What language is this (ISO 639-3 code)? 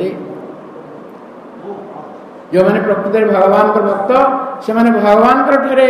ori